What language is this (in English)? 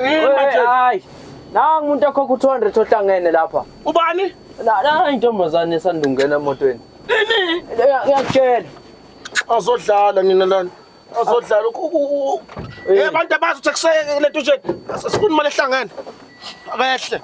Zulu